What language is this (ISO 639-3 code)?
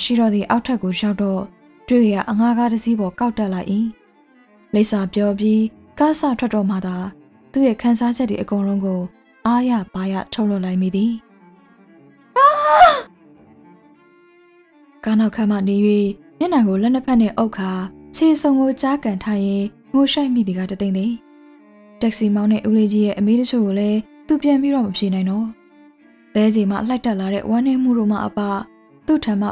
mya